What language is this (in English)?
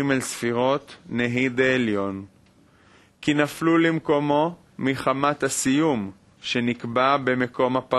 Hebrew